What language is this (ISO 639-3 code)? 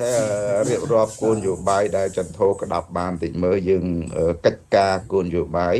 khm